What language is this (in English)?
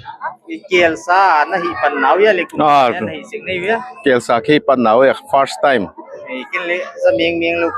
Paite Chin